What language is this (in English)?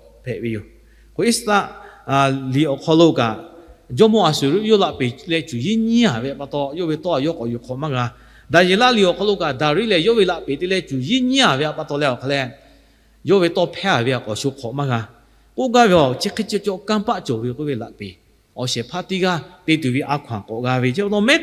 Lahu